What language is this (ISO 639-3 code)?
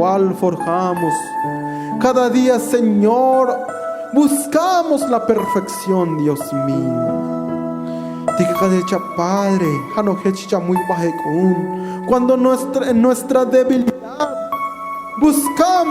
tzo